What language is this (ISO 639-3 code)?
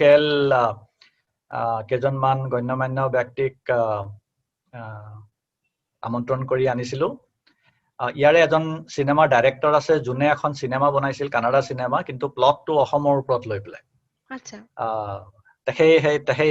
asm